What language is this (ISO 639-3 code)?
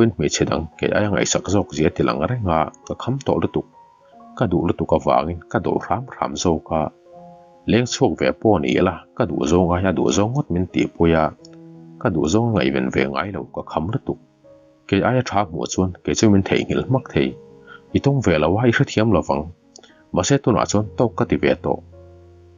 lus